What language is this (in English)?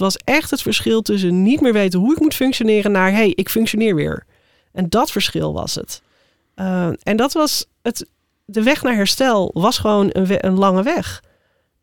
Dutch